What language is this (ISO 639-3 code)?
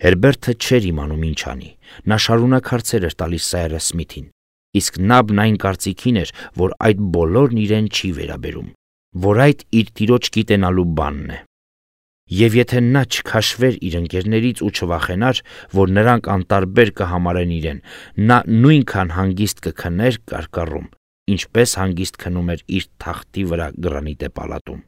hye